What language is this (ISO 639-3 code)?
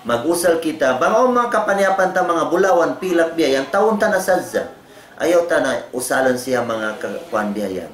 tsg